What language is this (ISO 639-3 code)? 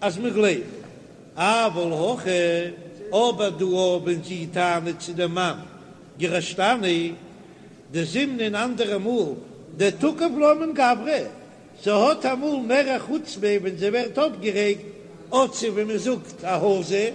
yid